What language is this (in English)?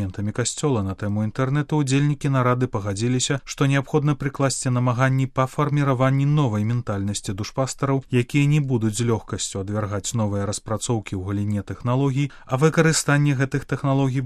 Belarusian